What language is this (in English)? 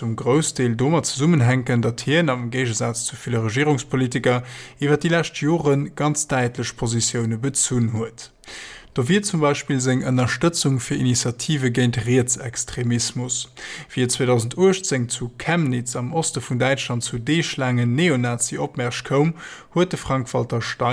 Luxembourgish